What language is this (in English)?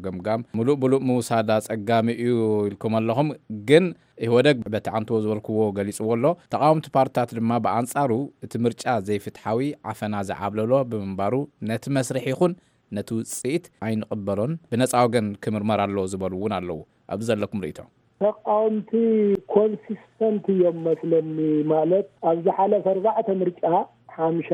Tigrinya